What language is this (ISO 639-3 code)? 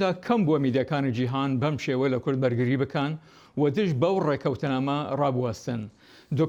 ckb